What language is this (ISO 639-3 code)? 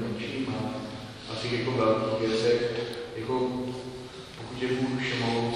ces